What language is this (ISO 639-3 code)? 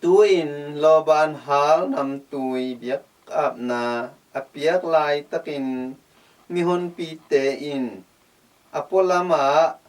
ctd